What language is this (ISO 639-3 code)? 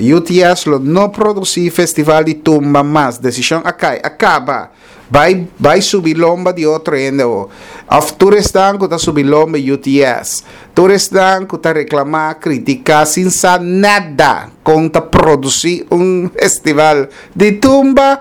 pap